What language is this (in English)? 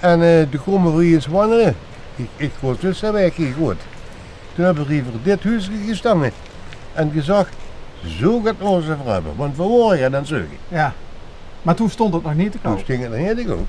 Limburgish